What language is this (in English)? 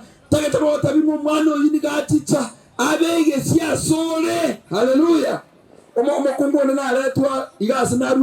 Gusii